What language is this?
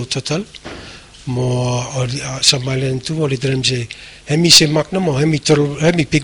Bislama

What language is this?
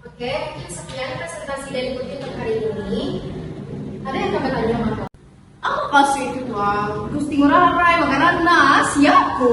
Minangkabau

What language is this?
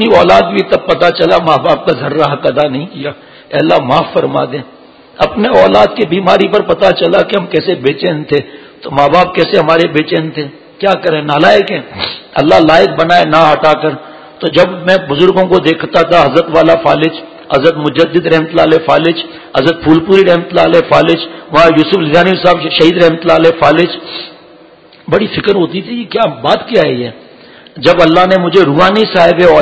Urdu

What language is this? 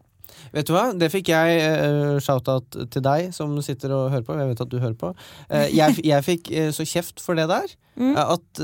Norwegian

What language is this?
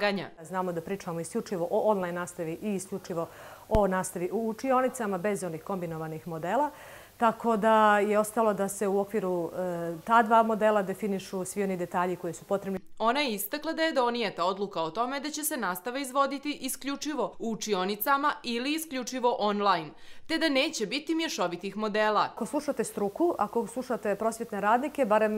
Bosnian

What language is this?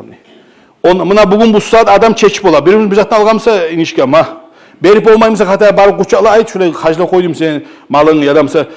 Kumyk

